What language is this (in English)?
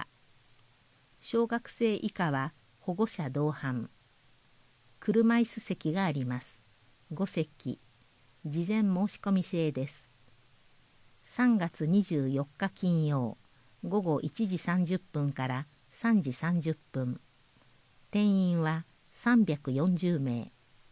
Japanese